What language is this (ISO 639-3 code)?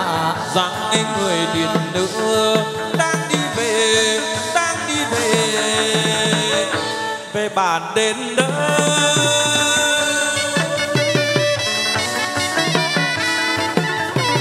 vie